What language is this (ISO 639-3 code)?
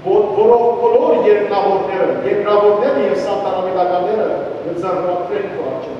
hyw